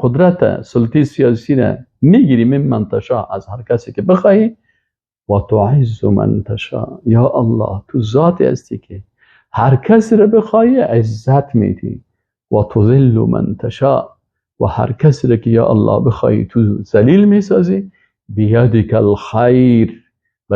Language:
Persian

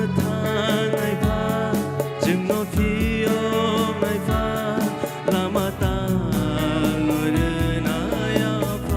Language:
Kok Borok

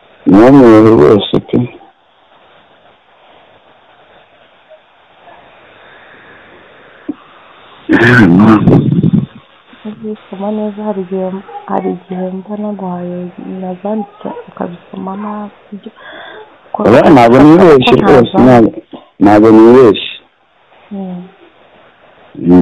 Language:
Kinyarwanda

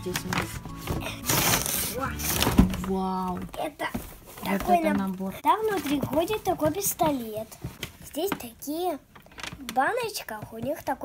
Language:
Russian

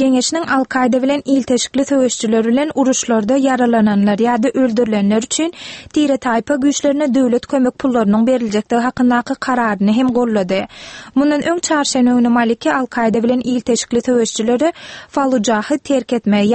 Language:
Turkmen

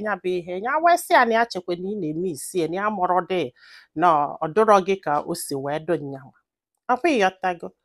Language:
Igbo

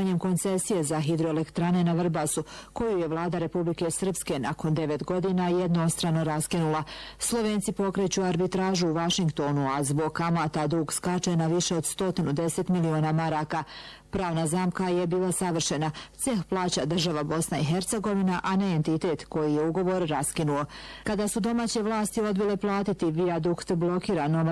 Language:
Bosnian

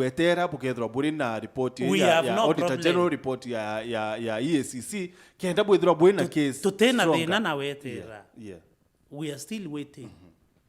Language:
Meru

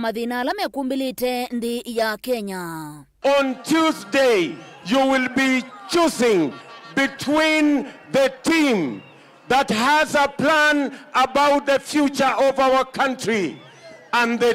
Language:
Kamba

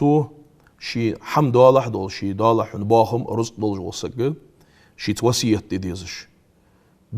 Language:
Ingush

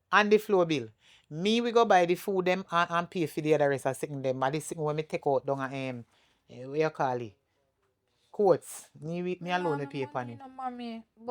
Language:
Jamaican Creole English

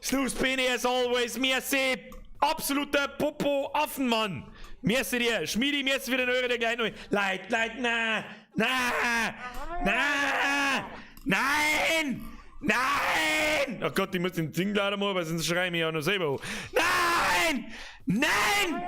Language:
Bavarian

